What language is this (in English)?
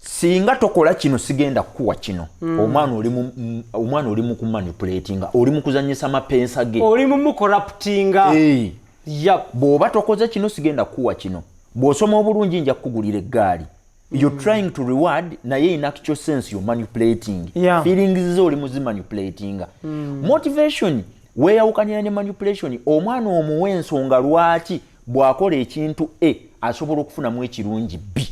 Ganda